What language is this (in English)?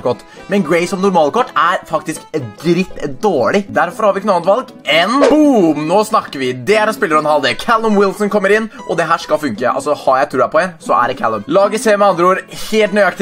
Norwegian